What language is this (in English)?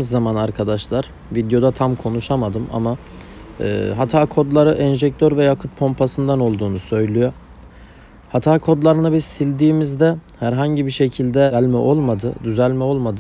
Turkish